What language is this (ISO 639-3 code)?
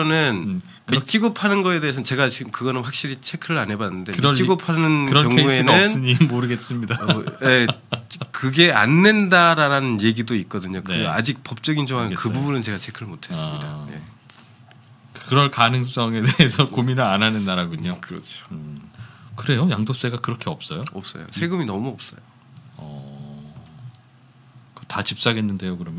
kor